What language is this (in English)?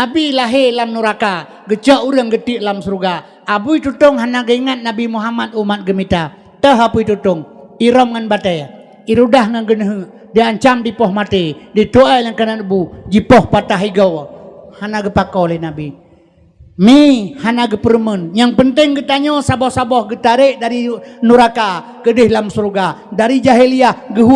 Achinese